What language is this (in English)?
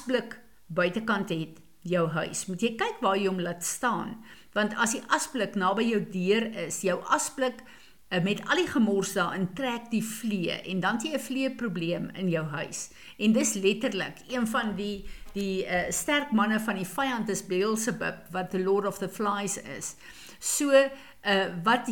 Afrikaans